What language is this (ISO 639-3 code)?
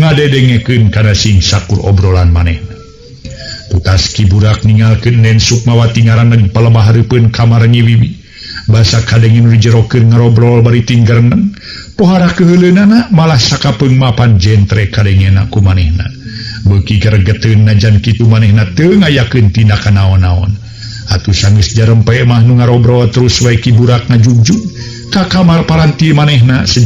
sun